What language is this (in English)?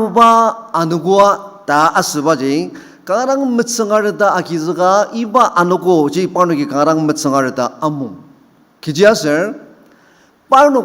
Ao Naga